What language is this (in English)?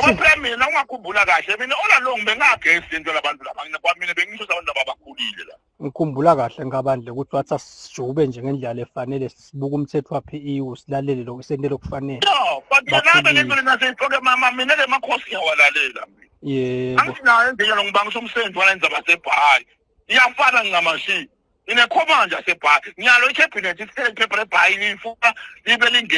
Swati